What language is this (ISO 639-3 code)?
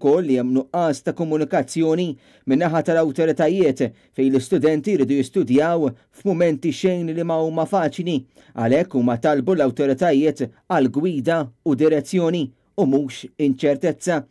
mlt